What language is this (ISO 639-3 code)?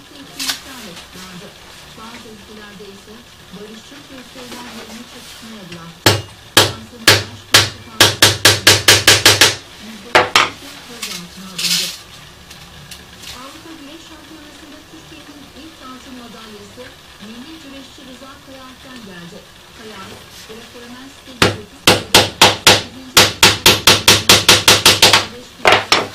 tur